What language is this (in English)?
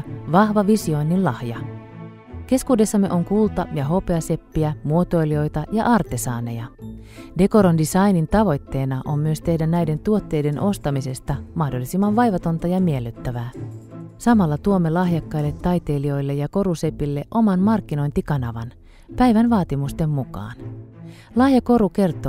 Finnish